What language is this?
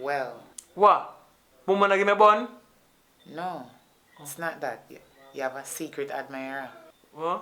Jamaican Creole English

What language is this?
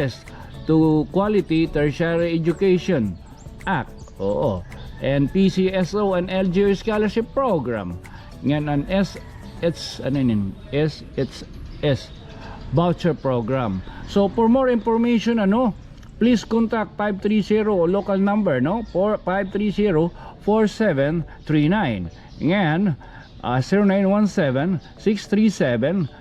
Waray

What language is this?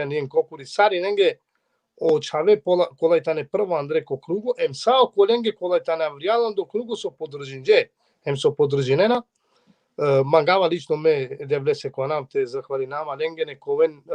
Balkan Romani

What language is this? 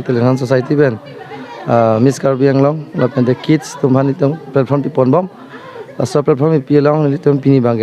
Karbi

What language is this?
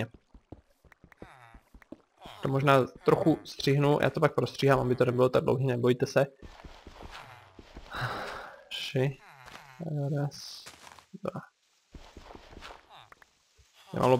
Czech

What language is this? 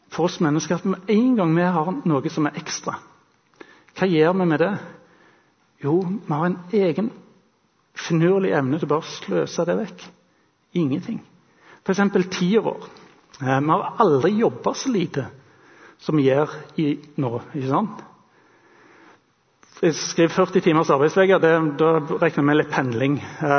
Norwegian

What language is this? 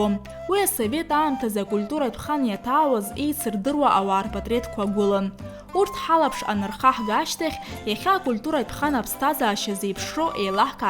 Abkhazian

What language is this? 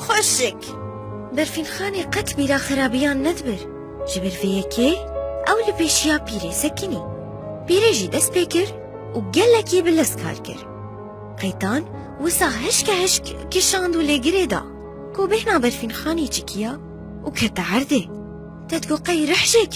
Kurdish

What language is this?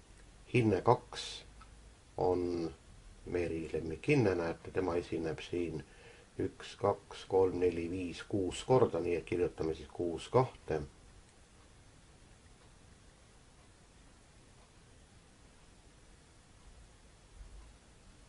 Estonian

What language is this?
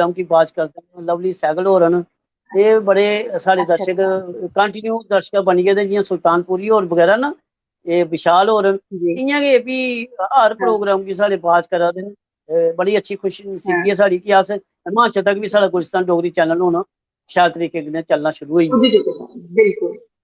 Dogri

